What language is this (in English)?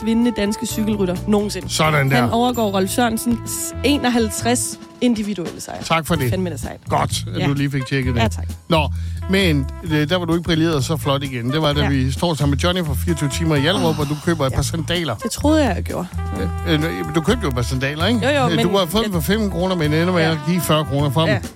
Danish